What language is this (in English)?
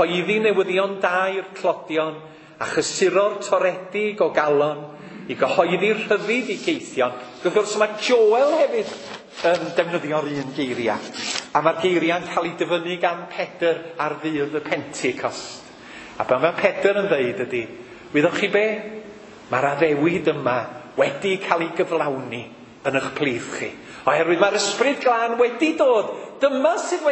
Welsh